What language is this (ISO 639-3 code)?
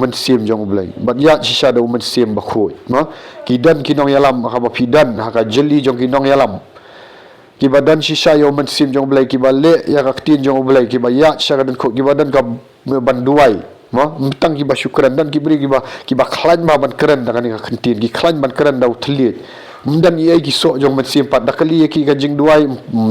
kha